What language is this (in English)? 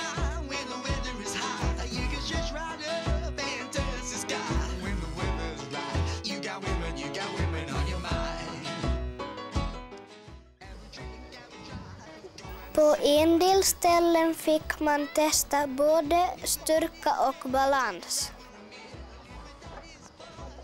Swedish